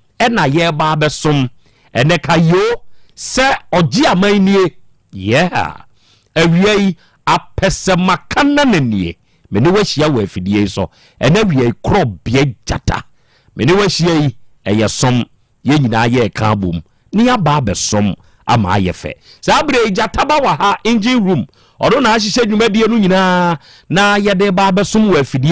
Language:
Akan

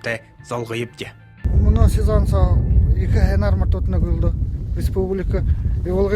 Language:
Buriat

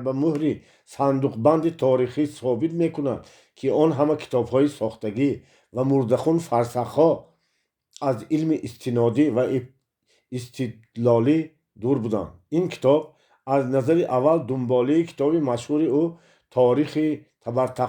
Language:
Tajik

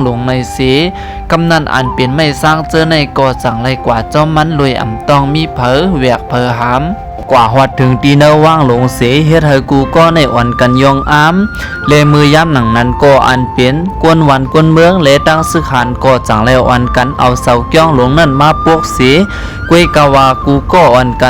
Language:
Shan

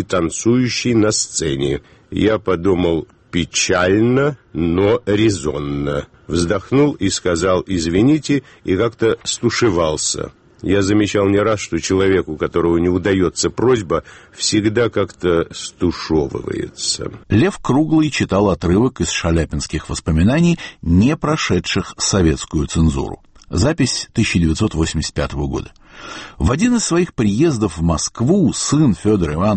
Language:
Russian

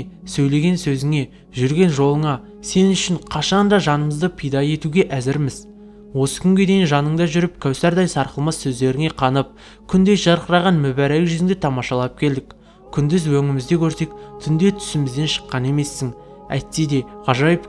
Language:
Kazakh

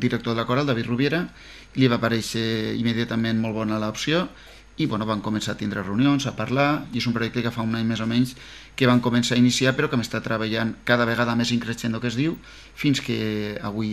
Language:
Catalan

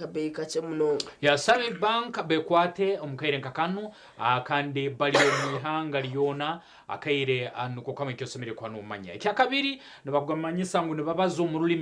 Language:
Nyankole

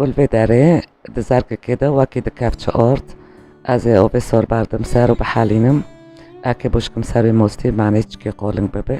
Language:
Kurdish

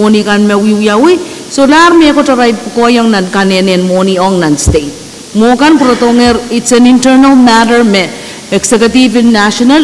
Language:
Pohnpeian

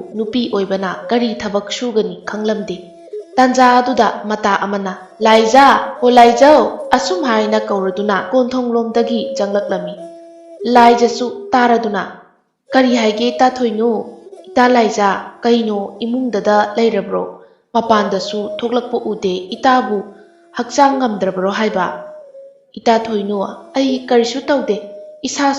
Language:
Manipuri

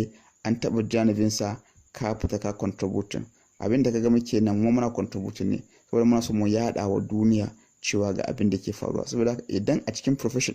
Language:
Hausa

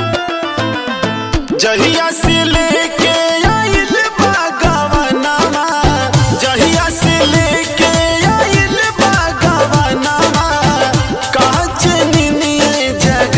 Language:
Bhojpuri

